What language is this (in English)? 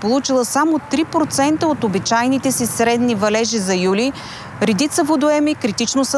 Bulgarian